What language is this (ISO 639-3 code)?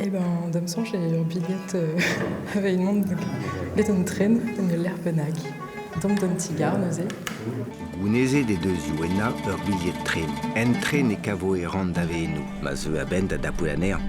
bre